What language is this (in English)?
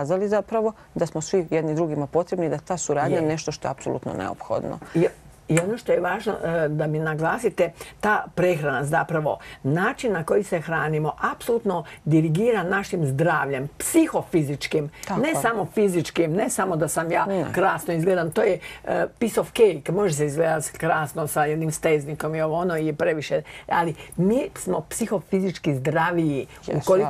Croatian